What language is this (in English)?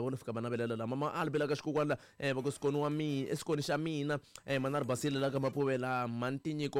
Tsonga